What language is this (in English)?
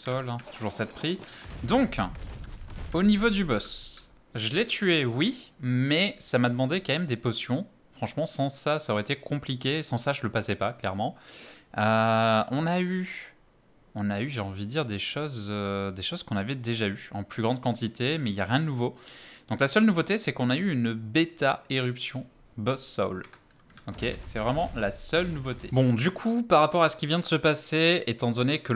French